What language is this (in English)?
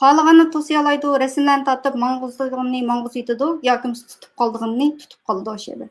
Uyghur